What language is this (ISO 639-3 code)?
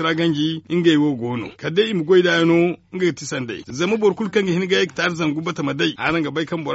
dje